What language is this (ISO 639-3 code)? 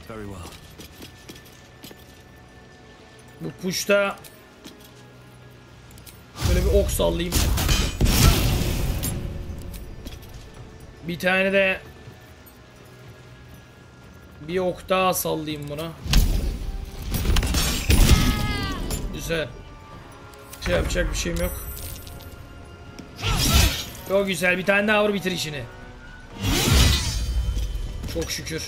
tur